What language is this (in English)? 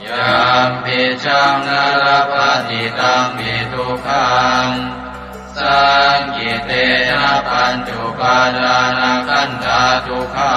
Pali